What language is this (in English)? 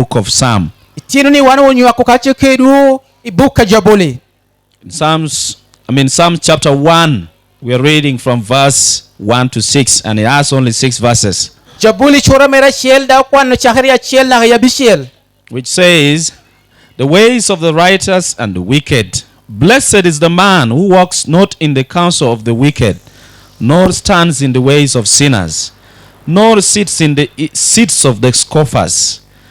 Lango (Uganda)